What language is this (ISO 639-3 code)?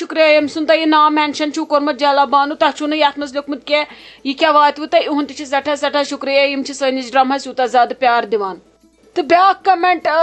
kas